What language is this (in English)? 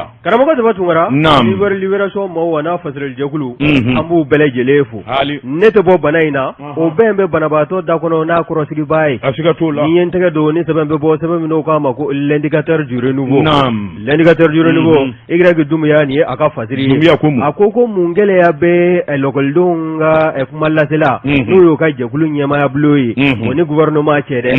Bambara